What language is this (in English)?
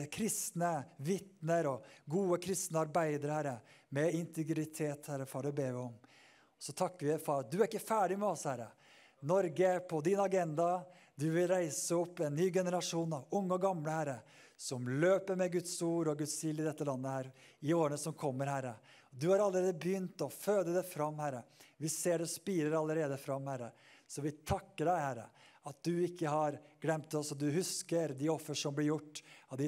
Norwegian